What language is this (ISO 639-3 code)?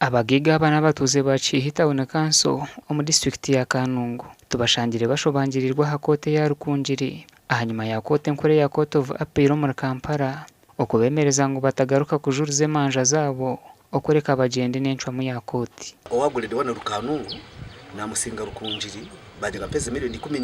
nyn